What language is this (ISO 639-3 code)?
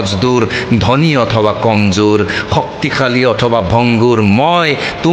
asm